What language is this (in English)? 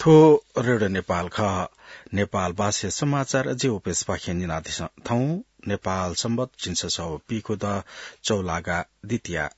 Newari